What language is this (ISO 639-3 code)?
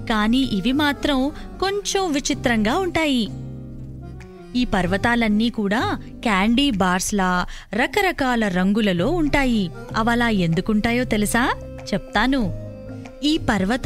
tel